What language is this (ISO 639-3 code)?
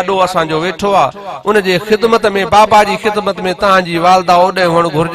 snd